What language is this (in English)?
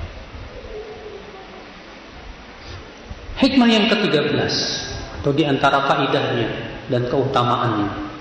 Indonesian